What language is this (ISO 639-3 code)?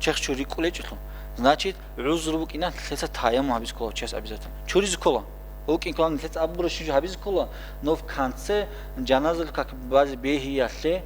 ava